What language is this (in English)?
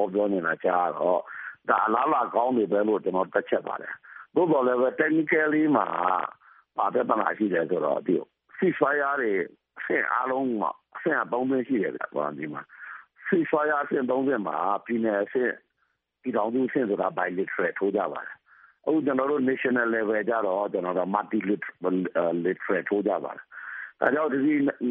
Burmese